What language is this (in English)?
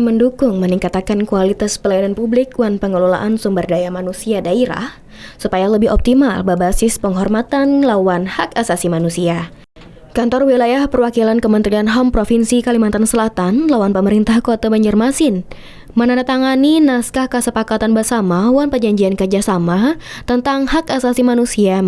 Banjar